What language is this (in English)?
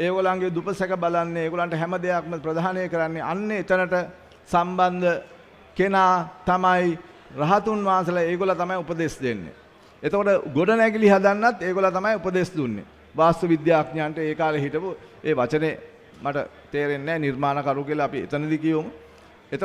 Sinhala